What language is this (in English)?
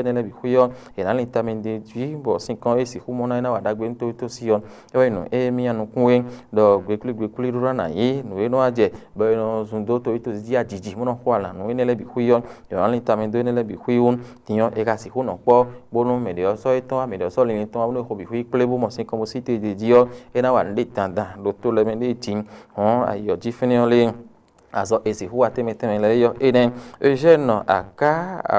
Fon